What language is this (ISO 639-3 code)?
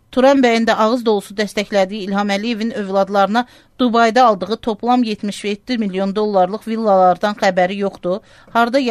aze